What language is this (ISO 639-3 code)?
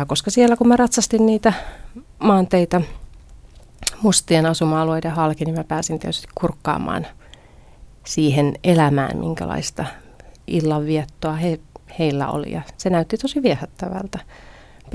fin